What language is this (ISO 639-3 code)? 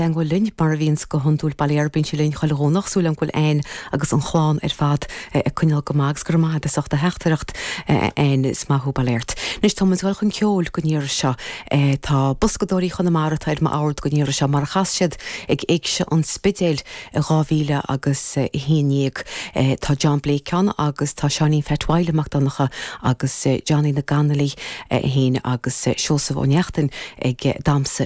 gle